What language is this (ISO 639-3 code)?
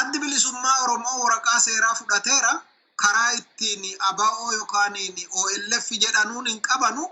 orm